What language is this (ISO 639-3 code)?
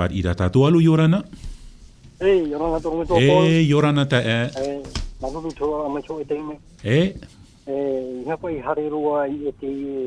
tah